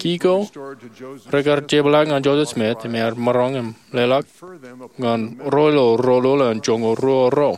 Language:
Marshallese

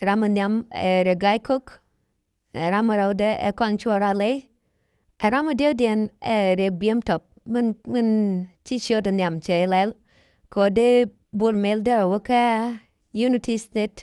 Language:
Nuer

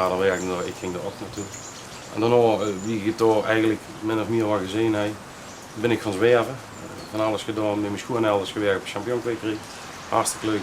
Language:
Limburgish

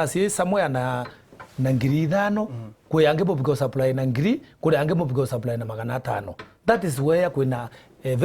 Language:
Meru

